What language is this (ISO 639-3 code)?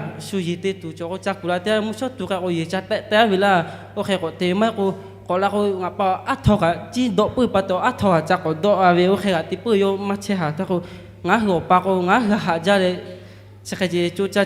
lhu